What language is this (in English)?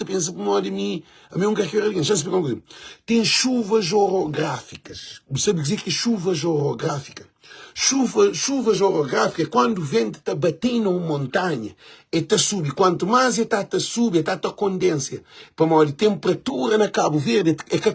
Kabuverdianu